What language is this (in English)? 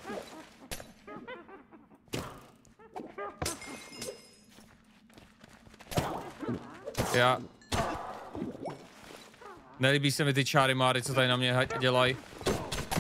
Czech